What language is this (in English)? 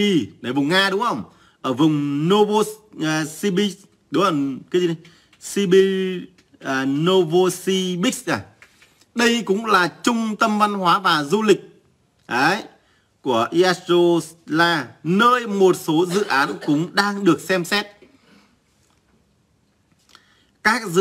Vietnamese